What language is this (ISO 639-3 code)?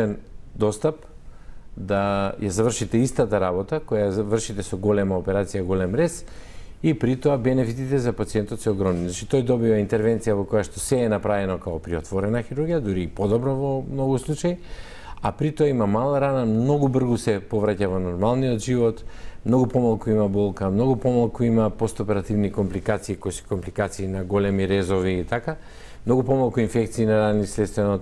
mkd